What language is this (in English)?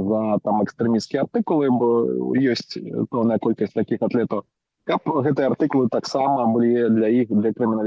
Belarusian